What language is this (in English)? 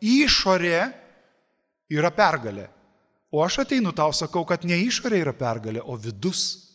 Lithuanian